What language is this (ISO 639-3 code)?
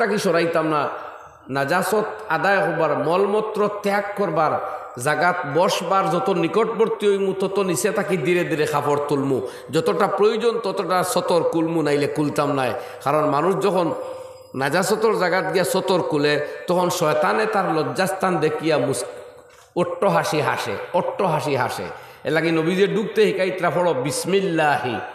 syl